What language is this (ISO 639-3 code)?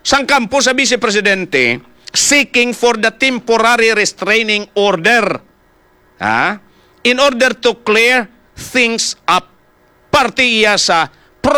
hil